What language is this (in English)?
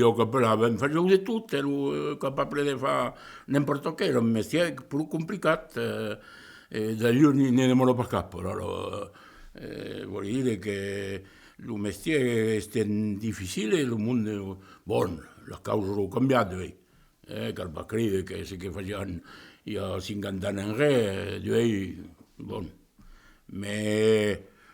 Occitan